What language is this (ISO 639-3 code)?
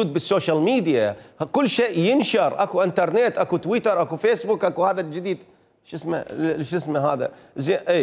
acm